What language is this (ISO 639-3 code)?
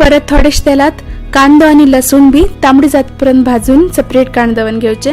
kok